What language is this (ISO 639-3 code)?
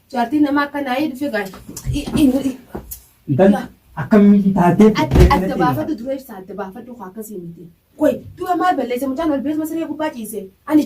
orm